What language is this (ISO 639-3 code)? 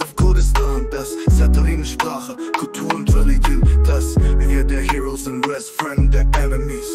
kur